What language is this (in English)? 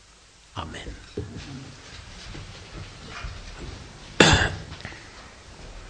Czech